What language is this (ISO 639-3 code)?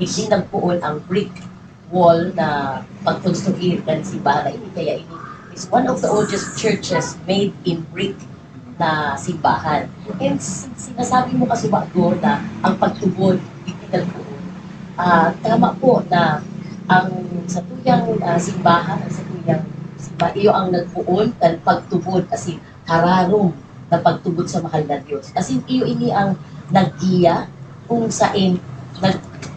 bik